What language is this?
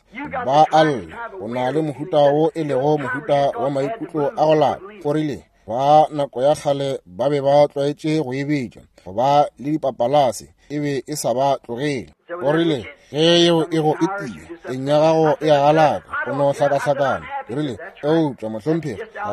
Northern Sotho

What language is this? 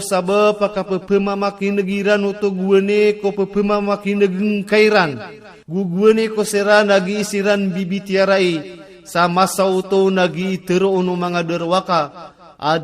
Maranao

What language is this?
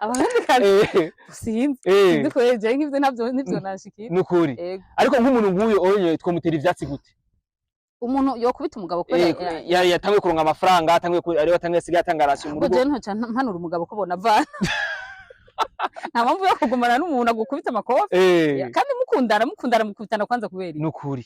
Rundi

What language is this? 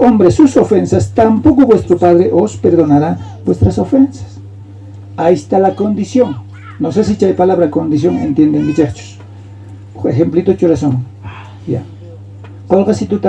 South Bolivian Quechua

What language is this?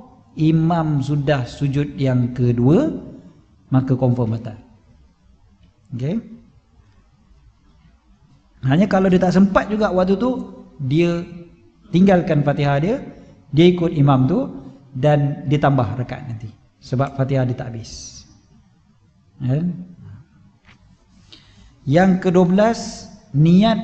Malay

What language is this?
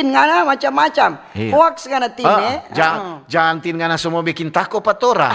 Manado Malay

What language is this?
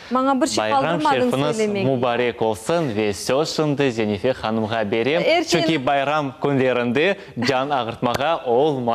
Crimean Tatar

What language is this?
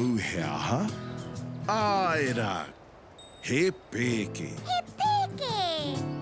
Māori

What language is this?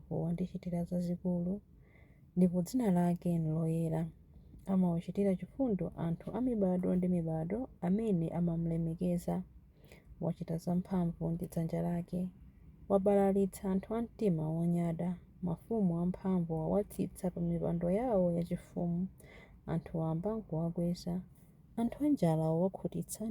Nyanja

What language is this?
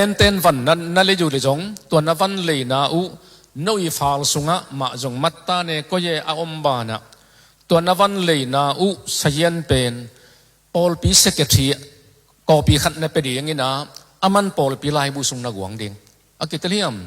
Tedim Chin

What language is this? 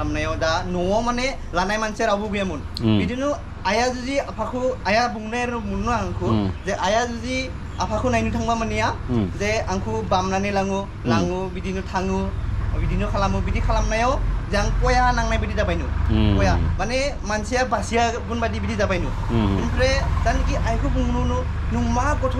Bodo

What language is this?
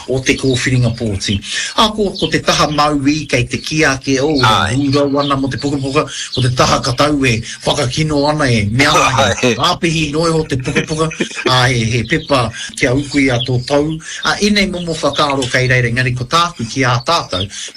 Māori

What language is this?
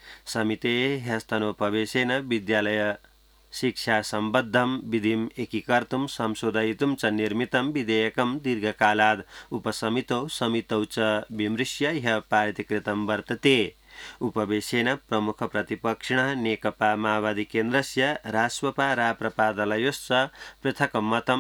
Sanskrit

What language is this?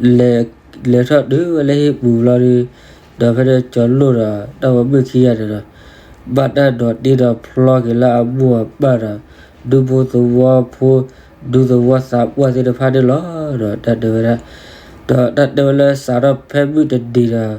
S'gaw Karen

